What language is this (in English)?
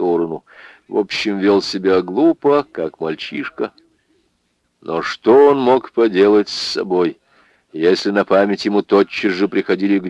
Russian